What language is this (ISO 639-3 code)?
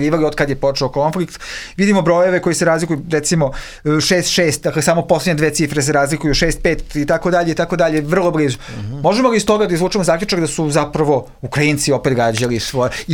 srp